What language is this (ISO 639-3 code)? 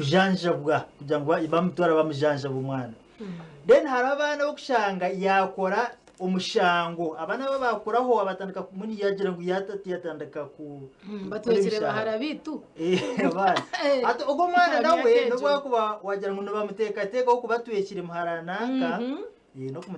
nyn